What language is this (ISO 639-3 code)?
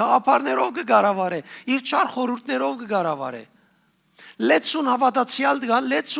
hyw